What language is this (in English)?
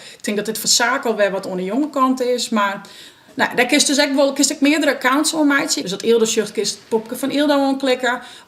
Western Frisian